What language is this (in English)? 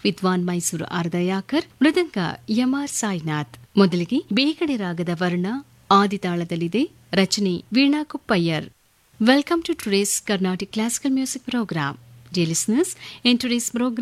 Kannada